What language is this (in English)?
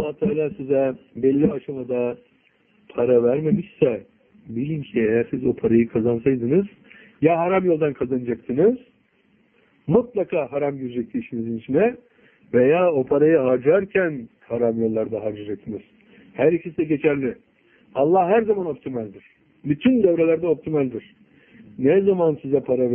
Turkish